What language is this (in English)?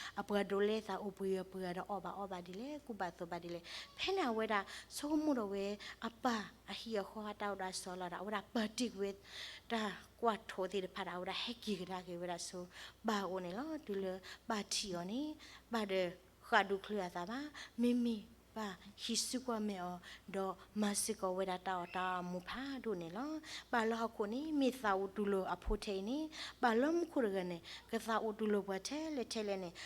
S'gaw Karen